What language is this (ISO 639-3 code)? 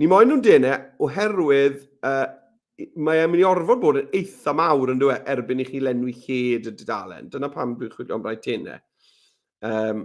cym